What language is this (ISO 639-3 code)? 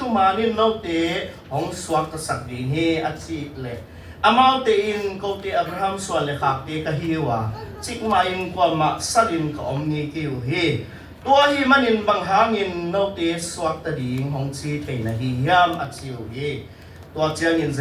ctd